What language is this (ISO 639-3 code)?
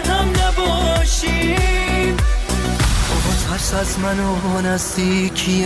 fas